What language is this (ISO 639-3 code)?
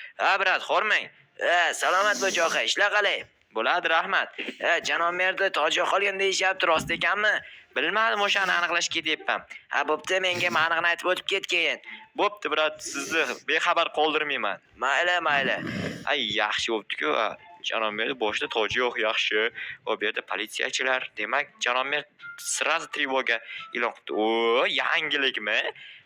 uzb